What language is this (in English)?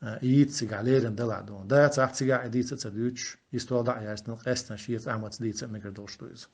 Chechen